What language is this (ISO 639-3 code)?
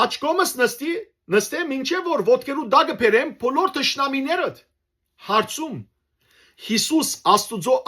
hyw